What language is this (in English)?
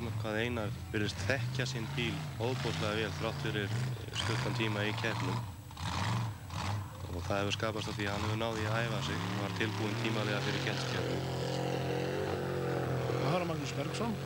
Icelandic